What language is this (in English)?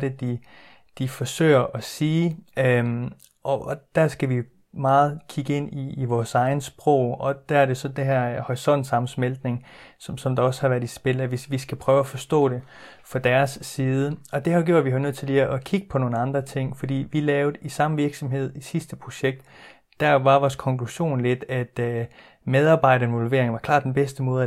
Danish